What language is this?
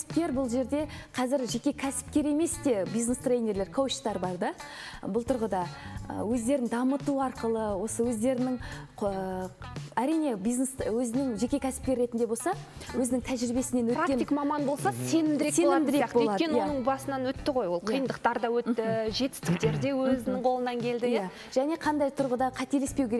Kazakh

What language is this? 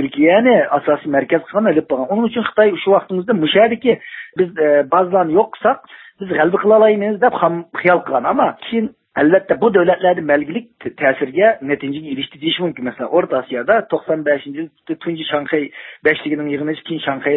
Uyghur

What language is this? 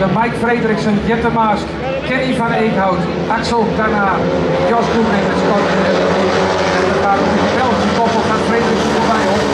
Dutch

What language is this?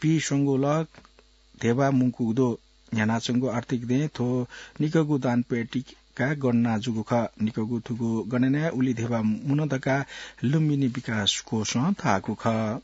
Newari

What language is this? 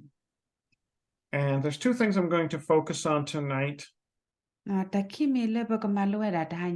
S'gaw Karen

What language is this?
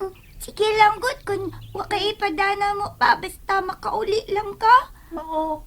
Cebuano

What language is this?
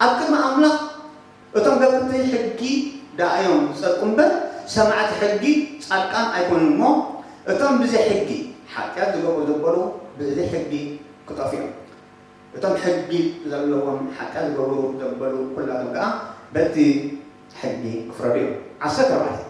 Tigrinya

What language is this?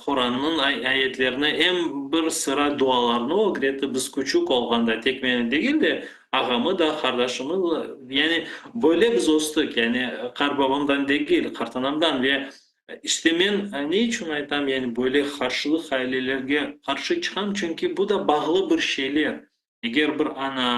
Crimean Tatar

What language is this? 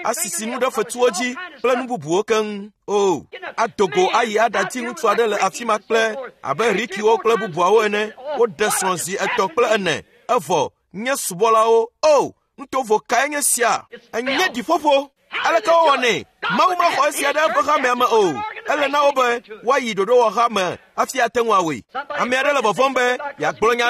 Ewe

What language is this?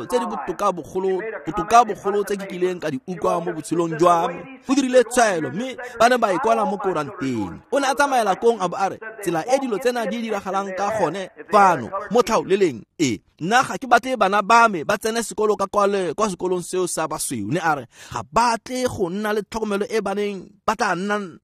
Tswana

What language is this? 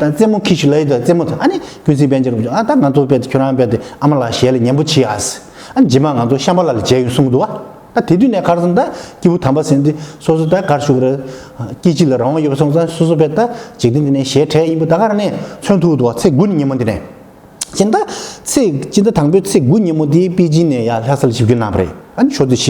Tibetan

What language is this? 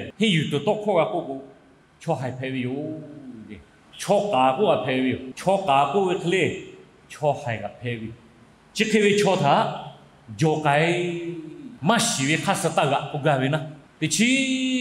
Lahu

